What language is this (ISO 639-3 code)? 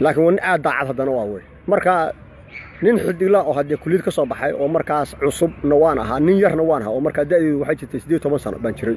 som